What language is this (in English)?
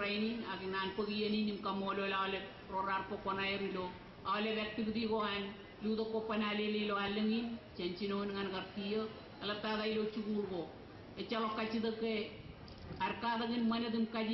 Marshallese